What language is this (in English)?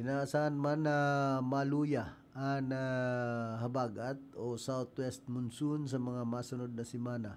Bikol